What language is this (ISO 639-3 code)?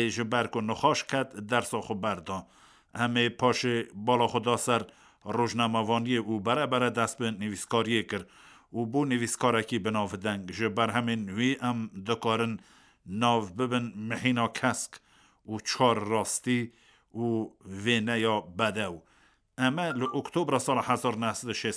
kur